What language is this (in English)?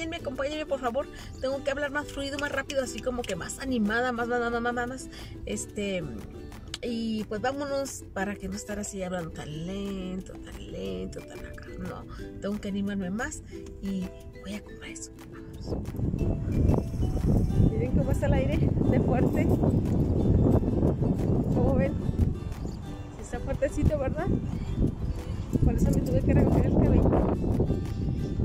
Spanish